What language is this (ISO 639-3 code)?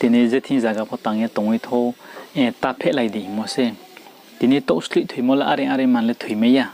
ria